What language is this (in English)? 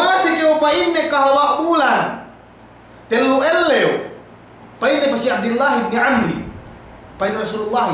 Yakan